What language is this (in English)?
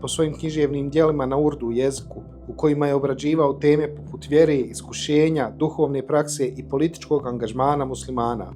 Bosnian